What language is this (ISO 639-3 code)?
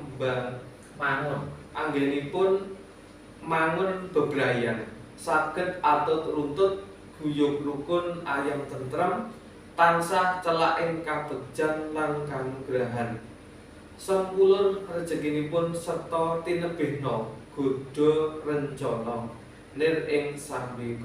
jav